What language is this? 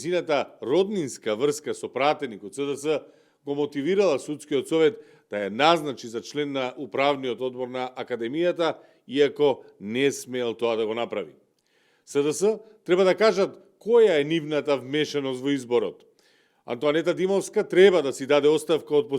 Macedonian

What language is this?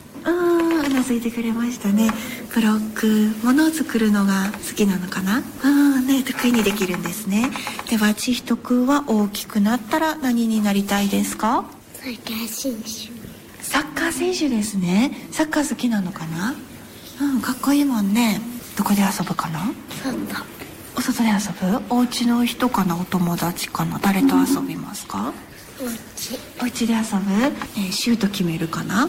Japanese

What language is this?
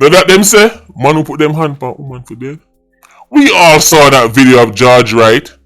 Jamaican Creole English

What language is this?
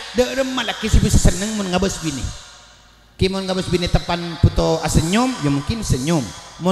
Madurese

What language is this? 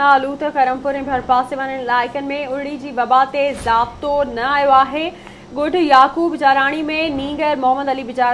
Sindhi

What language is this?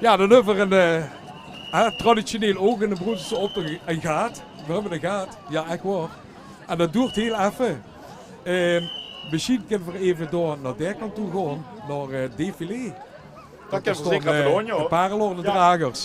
Limburgish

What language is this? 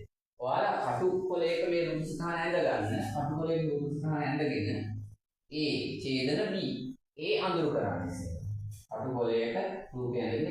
Sinhala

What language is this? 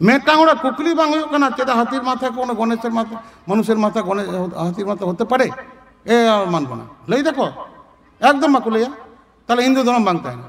Santali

